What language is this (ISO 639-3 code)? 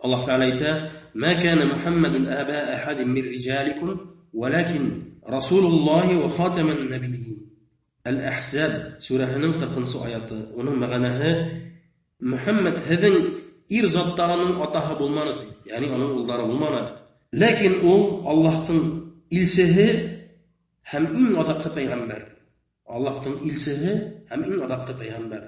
bak